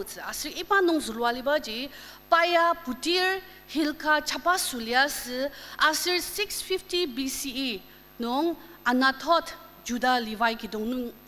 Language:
Ao Naga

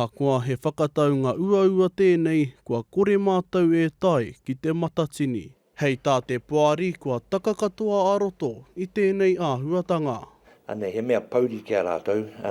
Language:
Māori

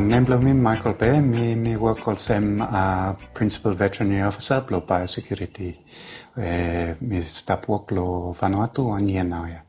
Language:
Bislama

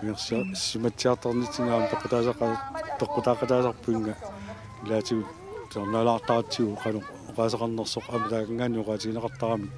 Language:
Kalaallisut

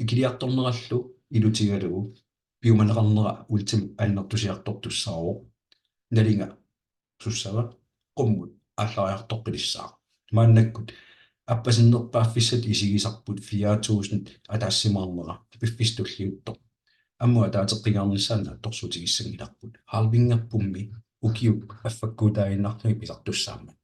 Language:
Kalaallisut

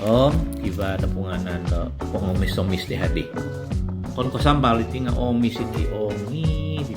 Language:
Central Dusun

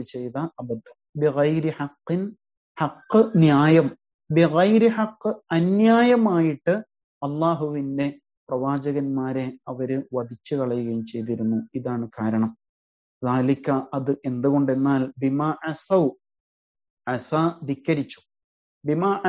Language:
Malayalam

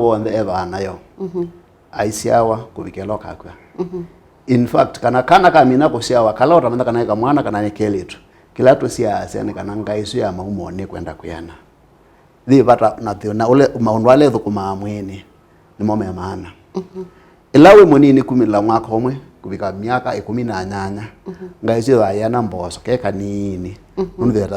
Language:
Kamba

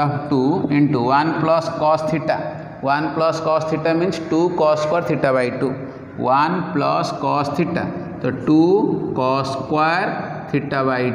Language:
Hindi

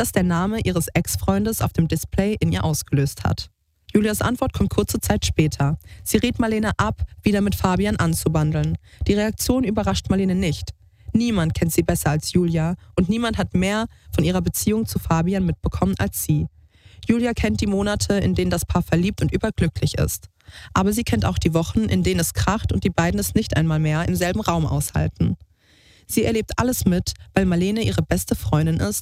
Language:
German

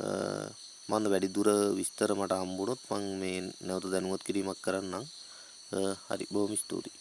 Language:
Sinhala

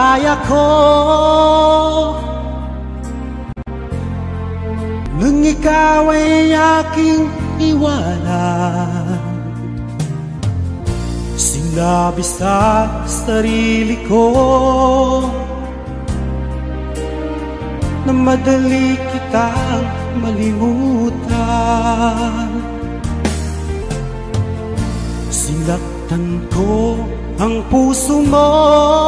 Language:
Filipino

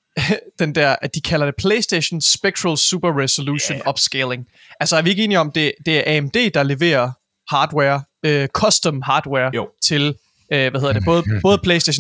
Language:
Danish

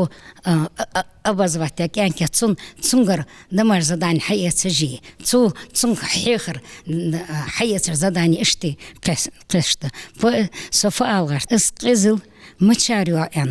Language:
Ingush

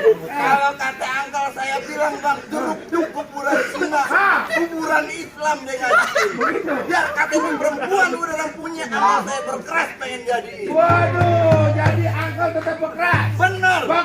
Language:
Betawi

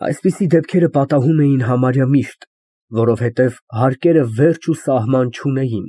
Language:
Armenian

